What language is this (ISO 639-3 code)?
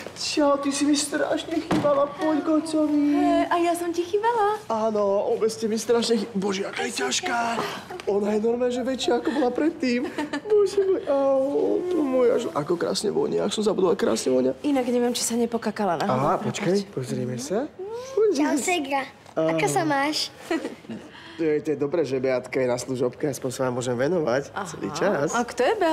slk